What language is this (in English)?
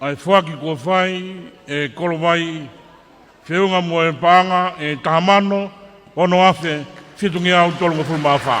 Tongan